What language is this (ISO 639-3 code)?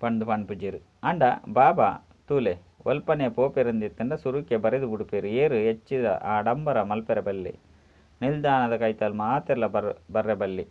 tcy